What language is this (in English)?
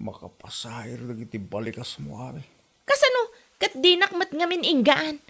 Iloko